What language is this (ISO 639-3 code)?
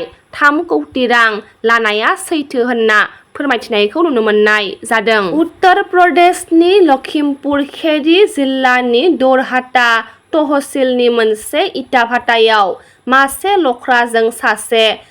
brx